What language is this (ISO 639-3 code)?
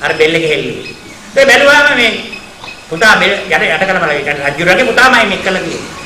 sin